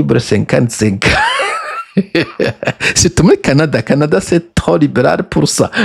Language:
Rundi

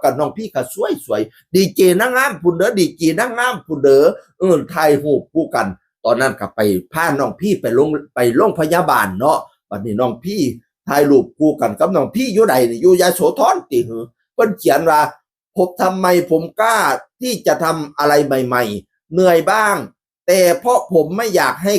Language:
Northeastern Thai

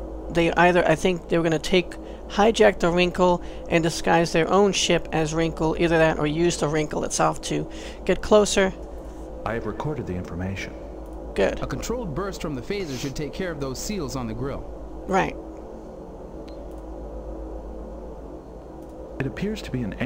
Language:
English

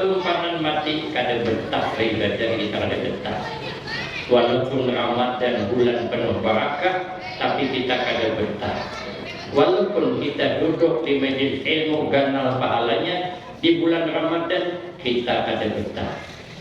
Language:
Banjar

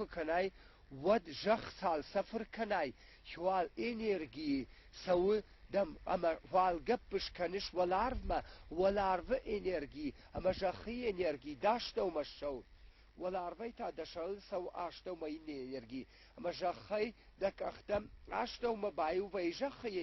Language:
Ossetic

